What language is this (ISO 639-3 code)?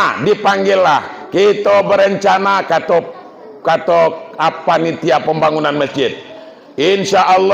min